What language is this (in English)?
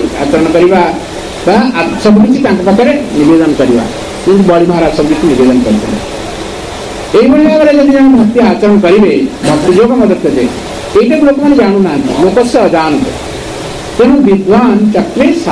Odia